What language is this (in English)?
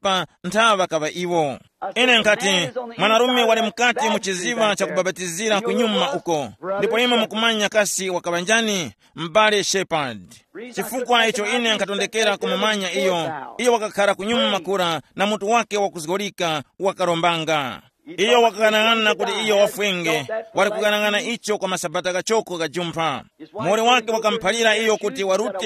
Tumbuka